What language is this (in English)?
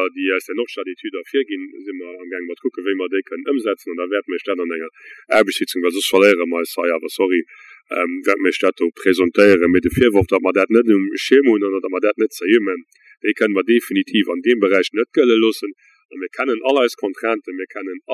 Luxembourgish